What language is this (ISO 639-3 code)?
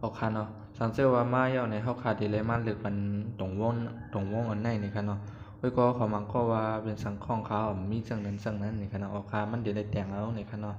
shn